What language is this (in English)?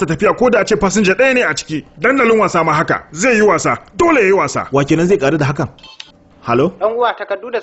Hausa